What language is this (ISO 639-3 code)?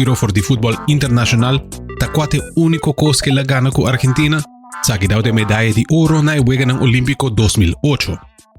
pap